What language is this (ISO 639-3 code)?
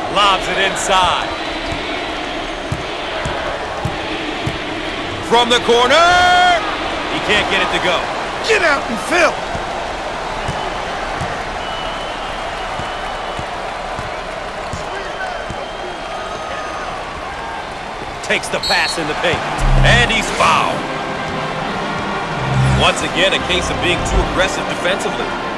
eng